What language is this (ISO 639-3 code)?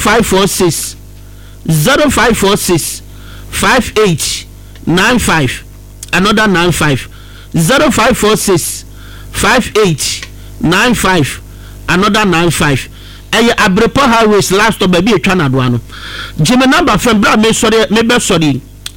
aka